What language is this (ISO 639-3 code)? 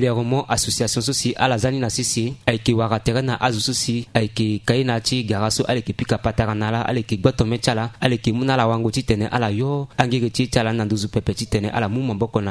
sag